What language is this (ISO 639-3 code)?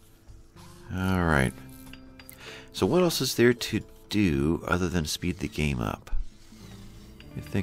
eng